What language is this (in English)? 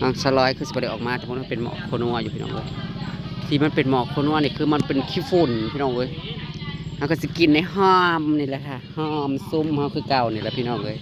Northeastern Thai